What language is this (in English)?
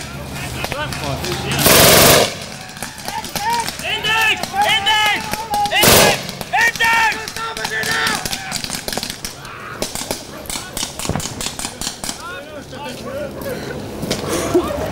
Danish